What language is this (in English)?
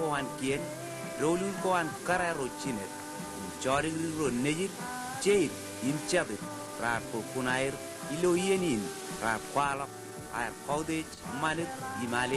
Marshallese